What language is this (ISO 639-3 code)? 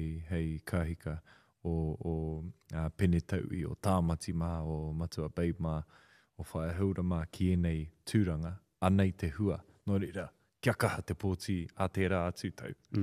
mri